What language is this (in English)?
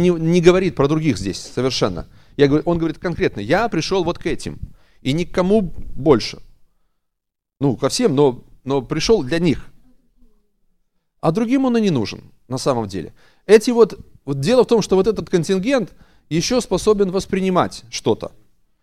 Russian